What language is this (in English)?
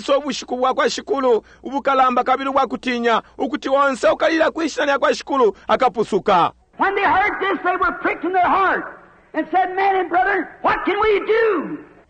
Bemba